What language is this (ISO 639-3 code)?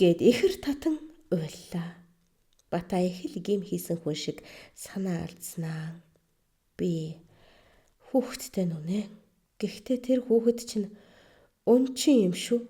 mon